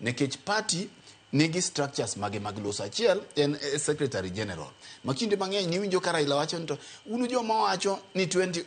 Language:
Luo (Kenya and Tanzania)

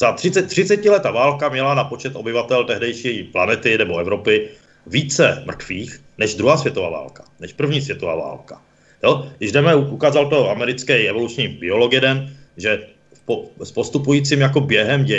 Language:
Czech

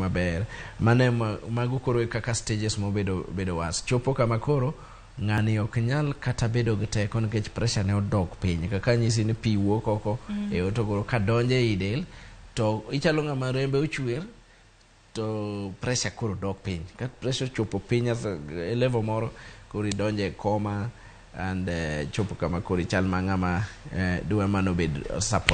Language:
Luo (Kenya and Tanzania)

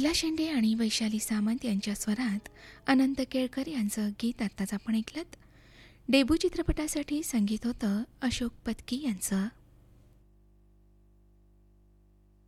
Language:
Marathi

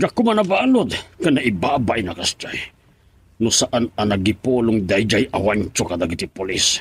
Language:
Iloko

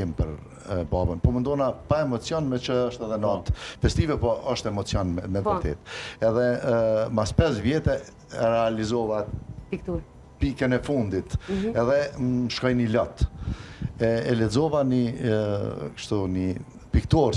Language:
Albanian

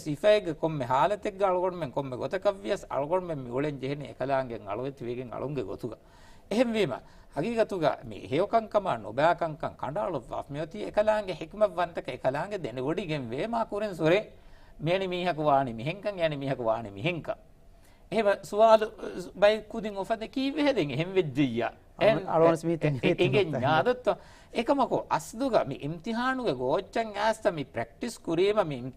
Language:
Divehi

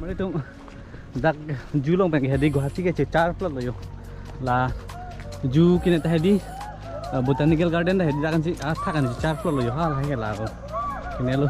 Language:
Karbi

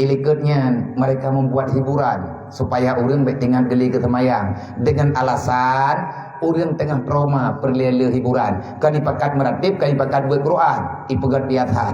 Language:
Achinese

